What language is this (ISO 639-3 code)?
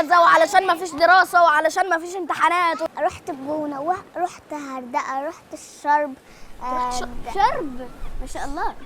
arz